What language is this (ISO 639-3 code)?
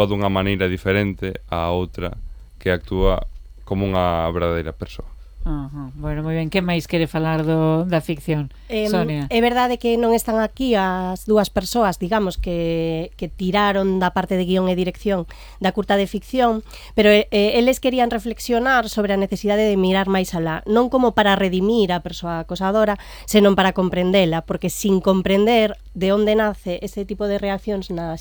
glg